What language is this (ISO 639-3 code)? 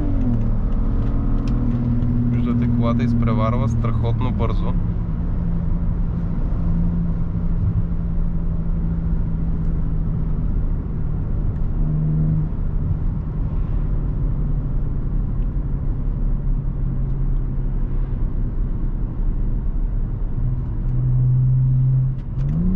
bul